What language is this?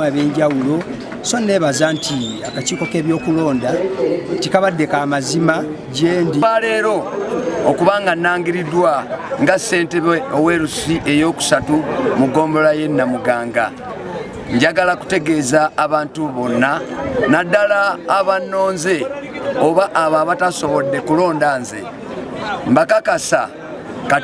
Ganda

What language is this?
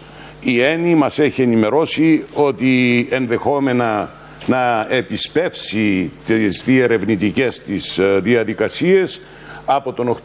Greek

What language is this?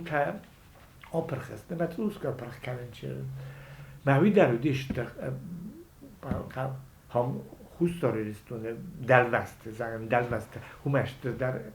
Ossetic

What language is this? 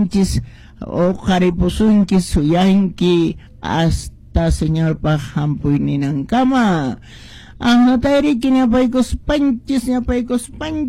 Quechua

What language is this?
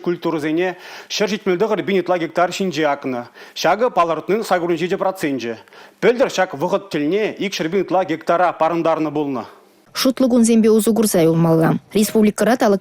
Chuvash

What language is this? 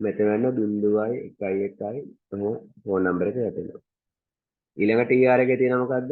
Sinhala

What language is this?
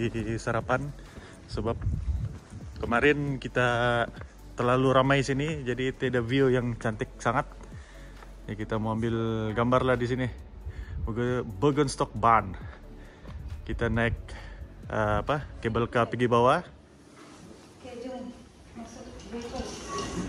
Malay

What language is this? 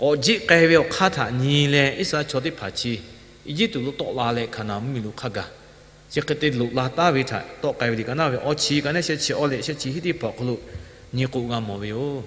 Lahu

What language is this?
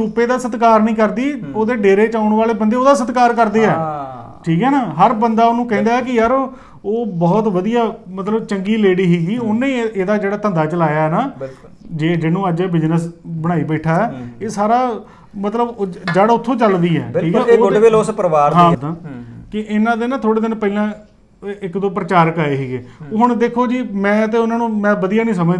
Punjabi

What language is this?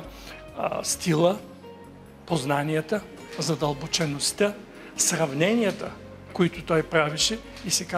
Bulgarian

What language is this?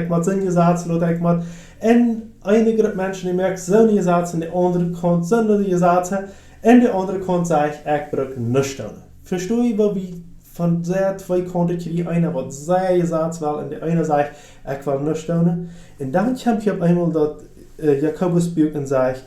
Plautdietsch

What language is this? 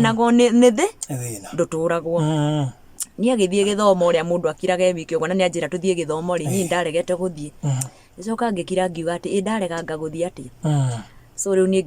Kikuyu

